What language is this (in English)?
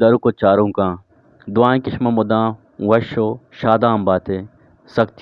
Eastern Balochi